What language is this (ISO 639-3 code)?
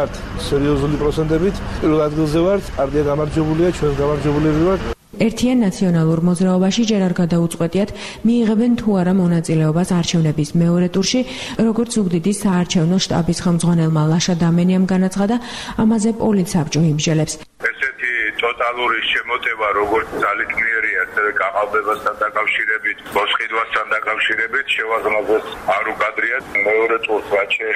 kat